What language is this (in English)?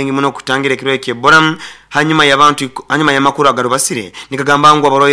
Nyoro